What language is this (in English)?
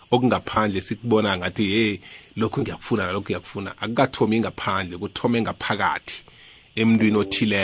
South Ndebele